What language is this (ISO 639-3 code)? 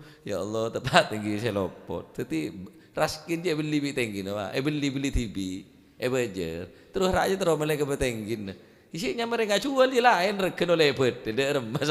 mad